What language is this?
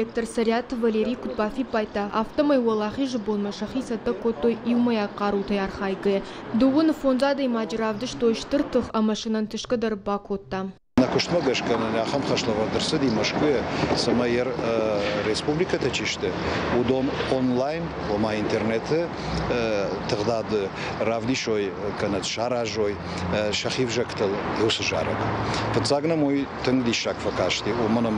Ossetic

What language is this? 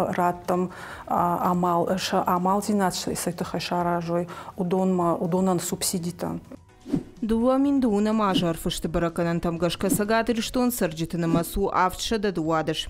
Ossetic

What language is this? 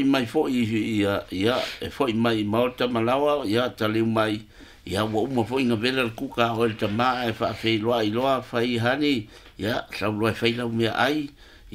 Samoan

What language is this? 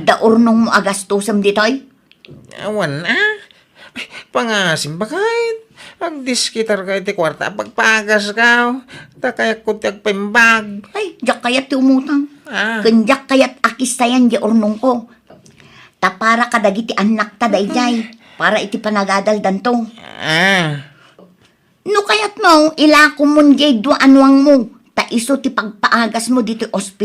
Iloko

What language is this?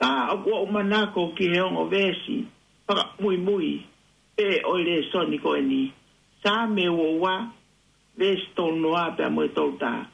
Tongan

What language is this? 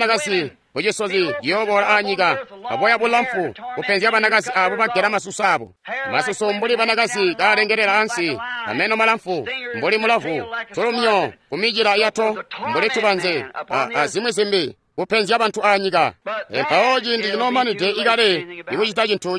Tonga (Zambia)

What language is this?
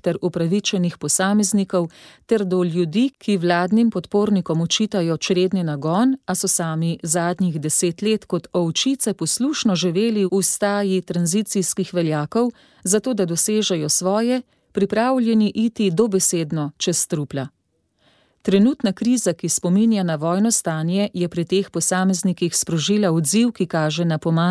Slovenian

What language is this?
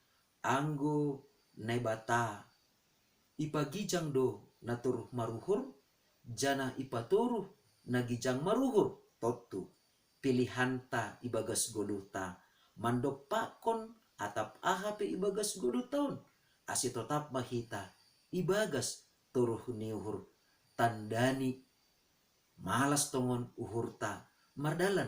Batak Simalungun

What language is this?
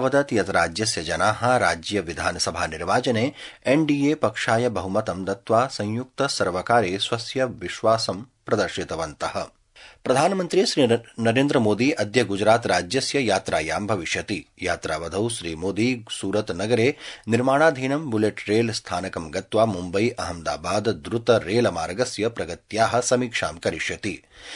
Sanskrit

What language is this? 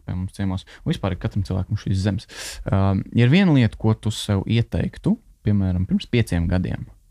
Latvian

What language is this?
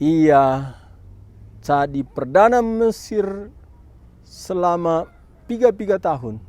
Batak Karo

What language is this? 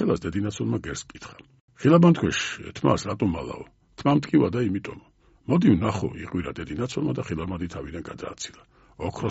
Georgian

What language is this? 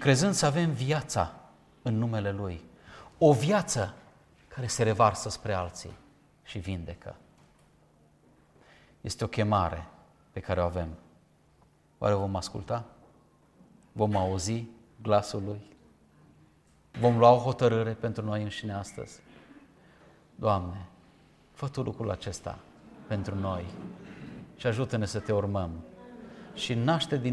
Romanian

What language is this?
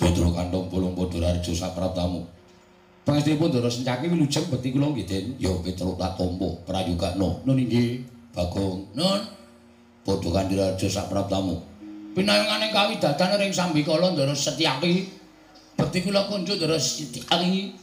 Javanese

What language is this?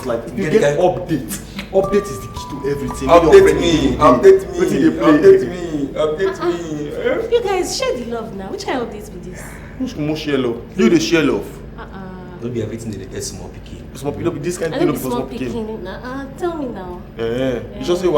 Nigerian Pidgin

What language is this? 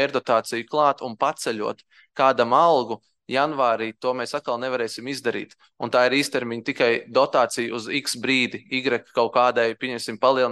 Latvian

